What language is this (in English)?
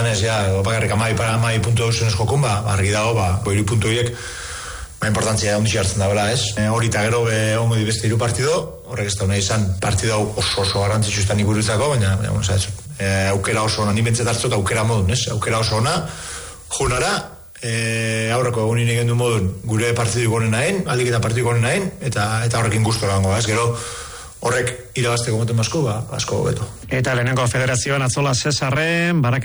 Basque